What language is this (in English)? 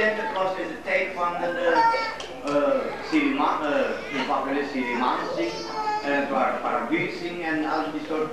Dutch